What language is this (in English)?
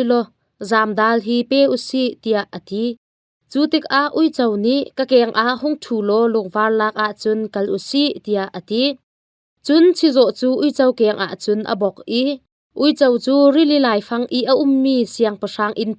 Hakha Chin